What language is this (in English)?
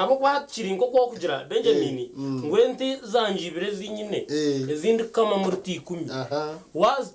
Nyankole